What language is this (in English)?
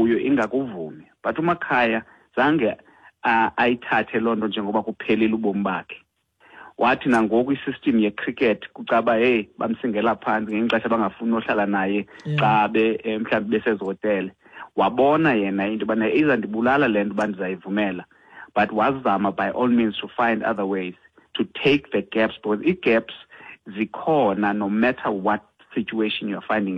Xhosa